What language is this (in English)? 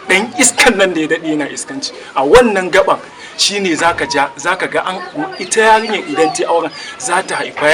Hausa